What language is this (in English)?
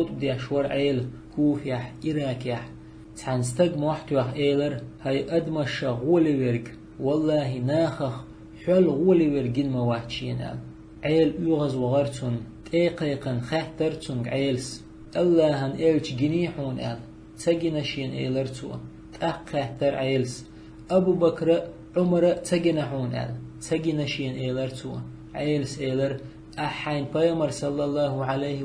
Chechen